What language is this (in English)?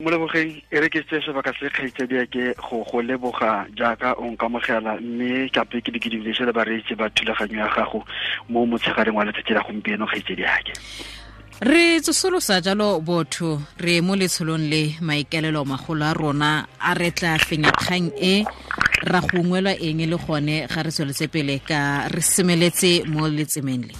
Tswana